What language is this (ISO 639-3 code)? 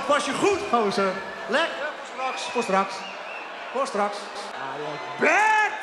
nld